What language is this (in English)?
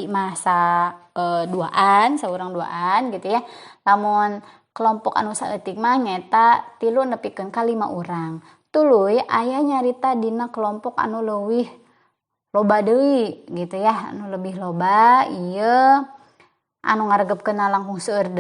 Sundanese